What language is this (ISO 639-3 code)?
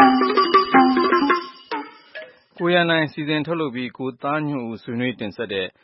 mya